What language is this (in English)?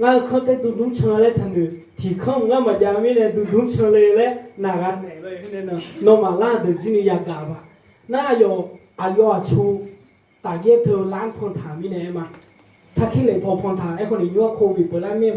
Akha